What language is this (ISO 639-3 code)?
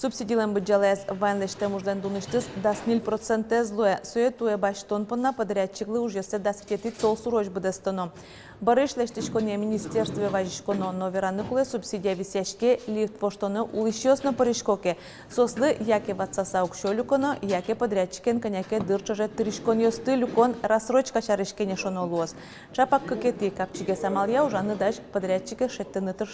udm